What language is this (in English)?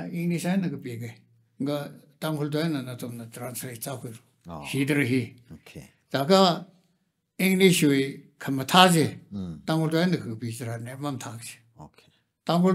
Tangkhul Naga (India)